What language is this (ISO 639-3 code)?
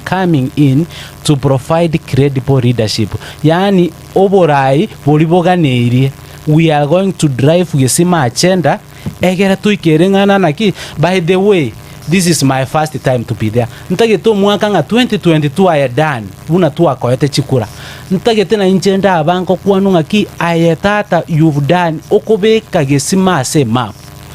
guz